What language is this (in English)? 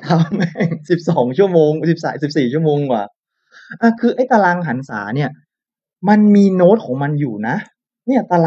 Thai